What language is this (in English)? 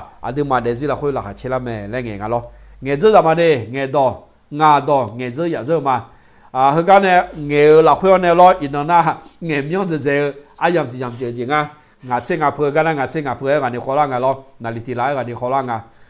Akha